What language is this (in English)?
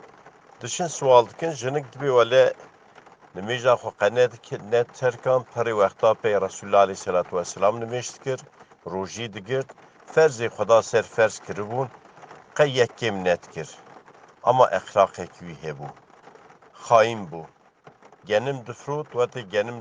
Kurdish